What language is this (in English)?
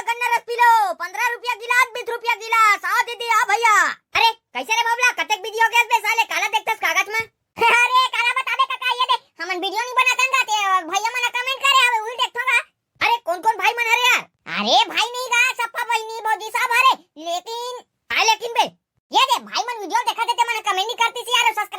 Chhattisgarhi